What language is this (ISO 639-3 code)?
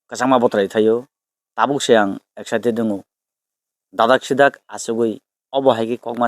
trp